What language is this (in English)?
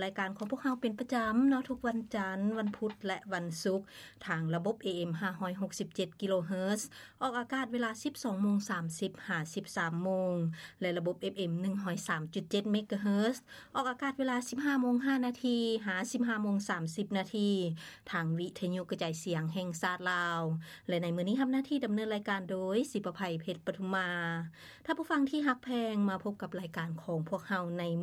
Lao